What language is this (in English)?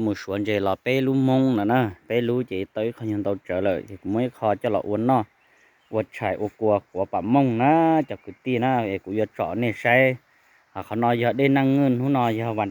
Hmong